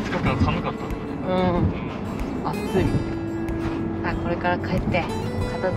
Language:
Japanese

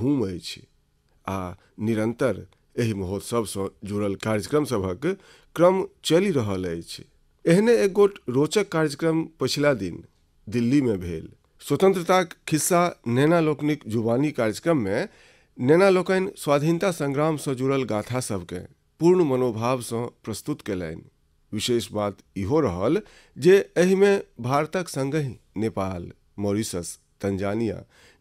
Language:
Maithili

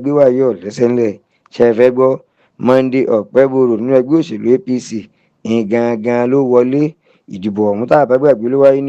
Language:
Yoruba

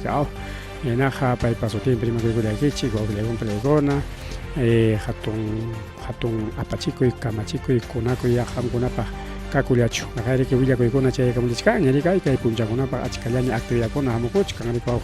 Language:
Ayacucho Quechua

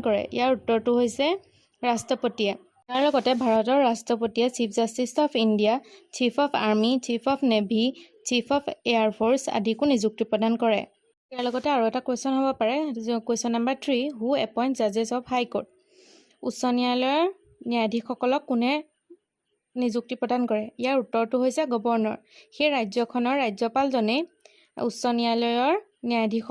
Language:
Assamese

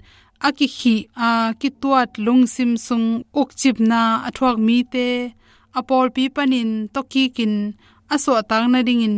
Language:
Tedim Chin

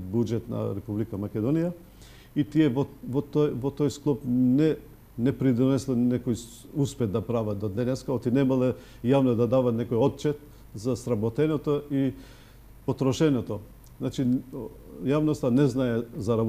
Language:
Macedonian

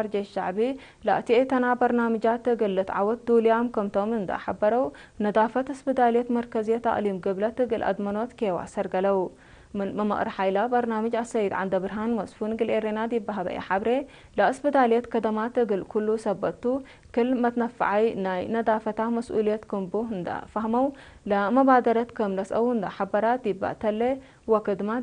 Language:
Tigre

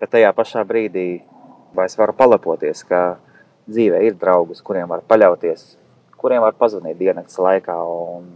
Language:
Latvian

